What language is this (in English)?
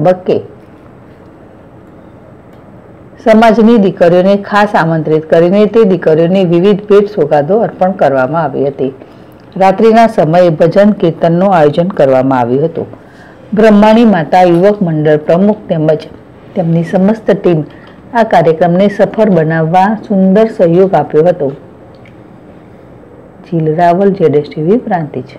Gujarati